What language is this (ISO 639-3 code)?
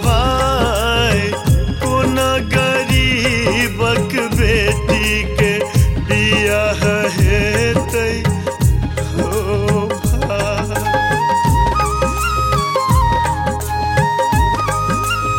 mai